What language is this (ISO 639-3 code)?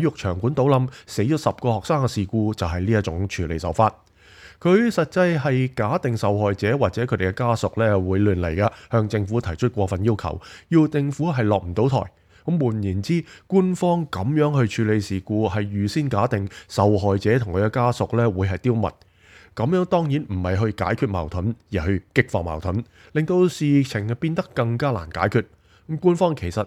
yue